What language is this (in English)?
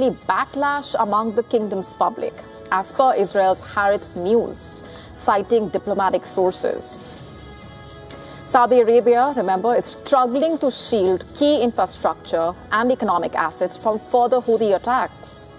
English